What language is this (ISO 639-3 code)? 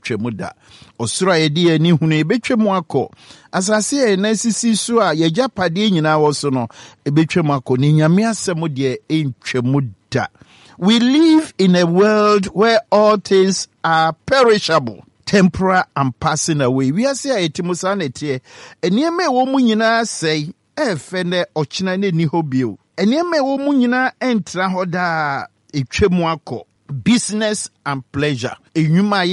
aka